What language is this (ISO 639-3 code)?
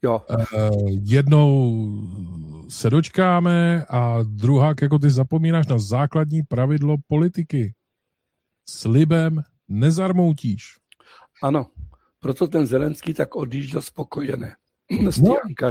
ces